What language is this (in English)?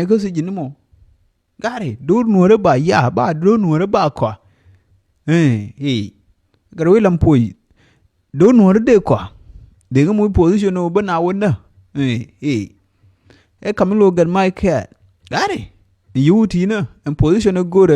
Nuer